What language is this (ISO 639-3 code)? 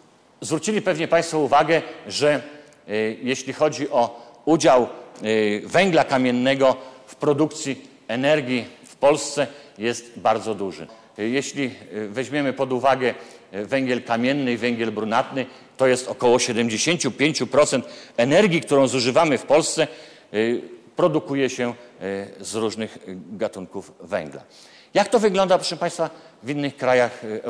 pol